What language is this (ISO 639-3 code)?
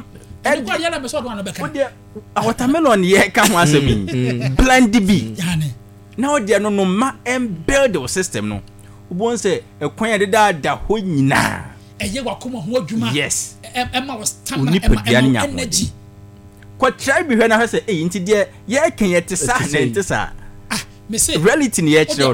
aka